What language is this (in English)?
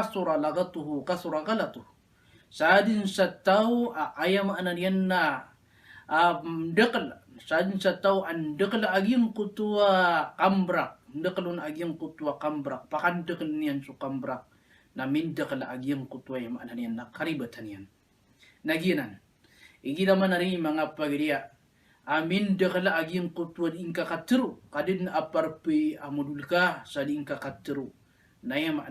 Maranao